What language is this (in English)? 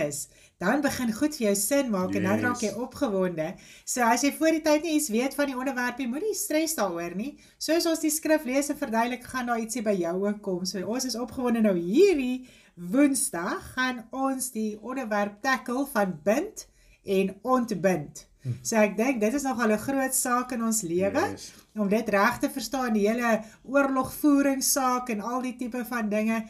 Afrikaans